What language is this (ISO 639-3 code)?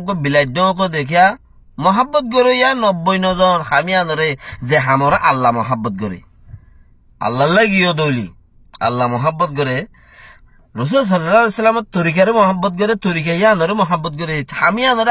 rhg